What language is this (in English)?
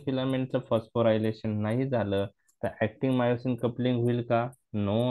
Marathi